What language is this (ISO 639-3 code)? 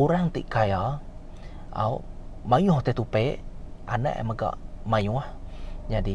iba